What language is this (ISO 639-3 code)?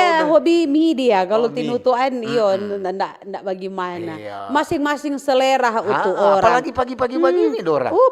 xmm